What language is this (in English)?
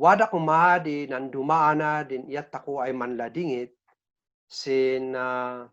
Kankanaey